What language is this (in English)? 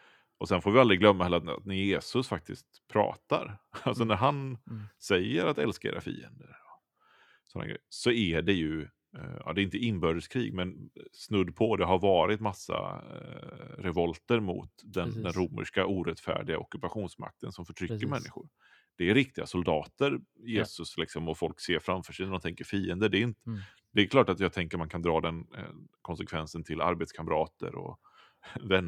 Swedish